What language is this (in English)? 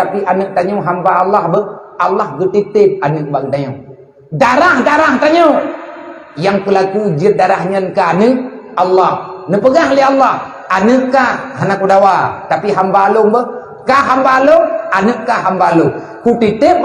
Achinese